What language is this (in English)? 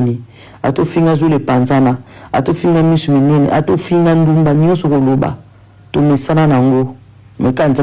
Lingala